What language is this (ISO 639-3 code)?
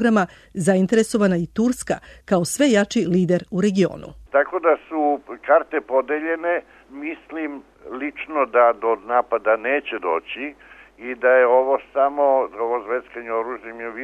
srp